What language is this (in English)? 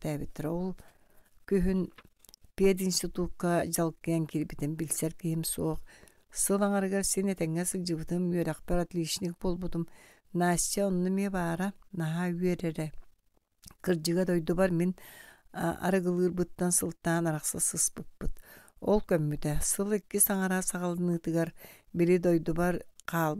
Yakut